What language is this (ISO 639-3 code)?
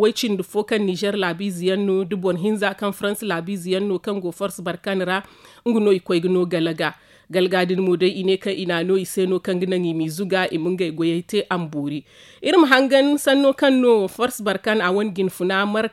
dje